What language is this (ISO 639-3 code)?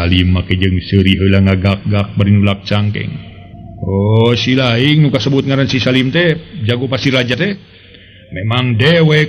sun